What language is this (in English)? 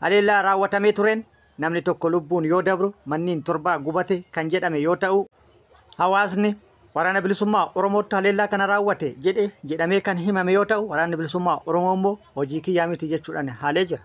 Oromo